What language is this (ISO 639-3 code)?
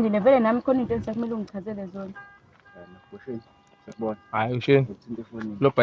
zul